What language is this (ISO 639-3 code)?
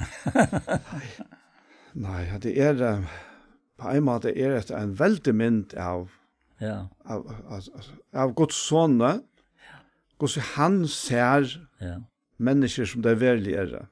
fao